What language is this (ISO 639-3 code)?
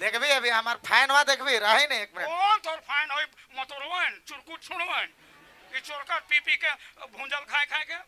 sck